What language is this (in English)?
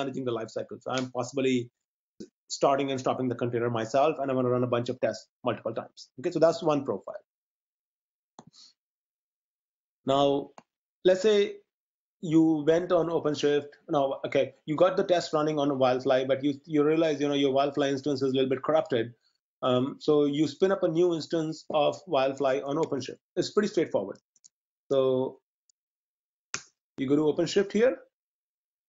English